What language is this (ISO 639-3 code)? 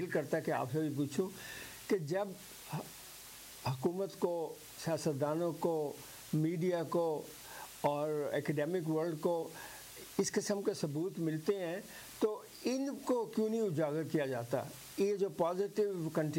urd